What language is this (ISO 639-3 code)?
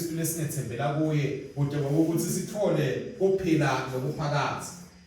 ssw